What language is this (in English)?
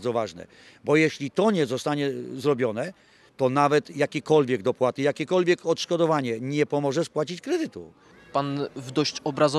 Polish